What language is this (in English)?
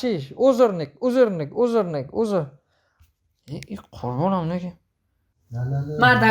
Tajik